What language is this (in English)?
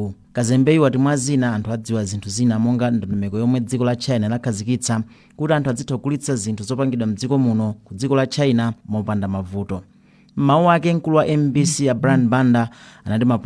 Nyanja